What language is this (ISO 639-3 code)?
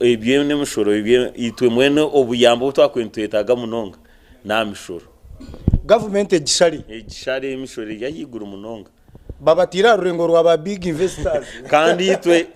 nyn